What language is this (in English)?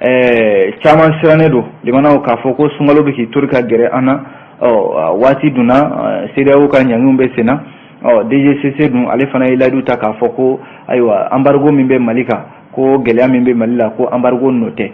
Bambara